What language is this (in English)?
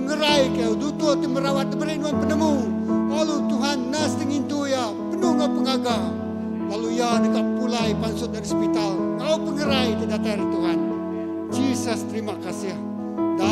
Iban